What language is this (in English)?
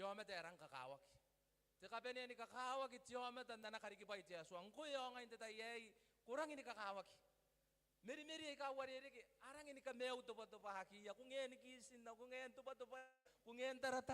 Gilbertese